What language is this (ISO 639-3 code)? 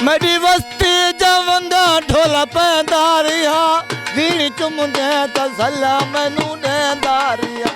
skr